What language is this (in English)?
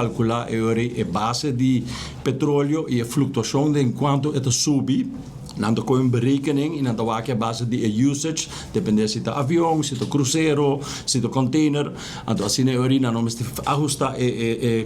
Papiamento